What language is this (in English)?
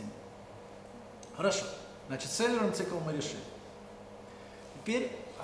Russian